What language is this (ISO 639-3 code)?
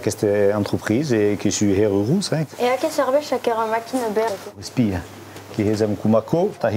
oci